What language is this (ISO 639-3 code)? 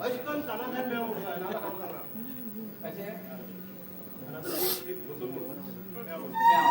kok